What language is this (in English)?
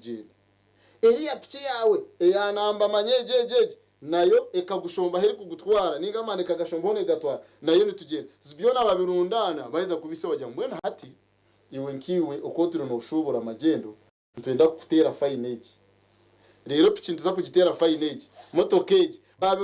Nyankole